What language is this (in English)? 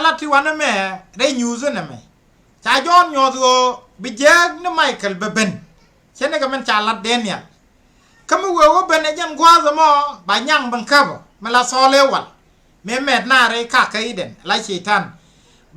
Nuer